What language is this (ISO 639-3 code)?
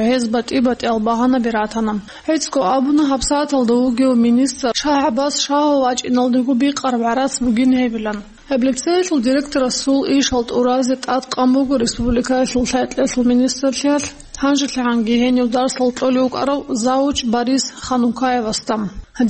ava